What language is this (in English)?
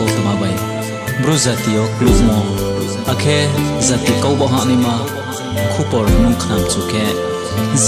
Riang (India)